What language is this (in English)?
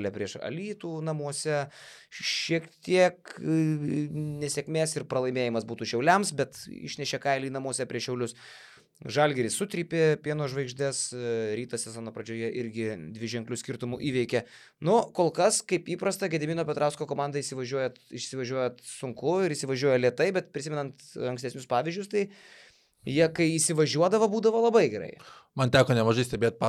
Lithuanian